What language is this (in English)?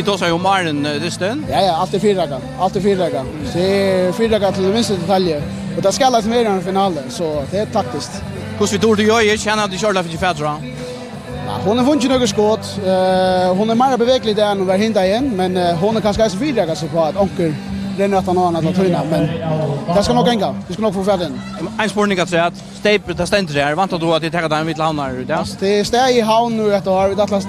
Faroese